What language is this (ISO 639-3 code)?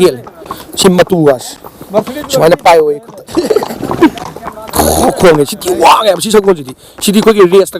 mni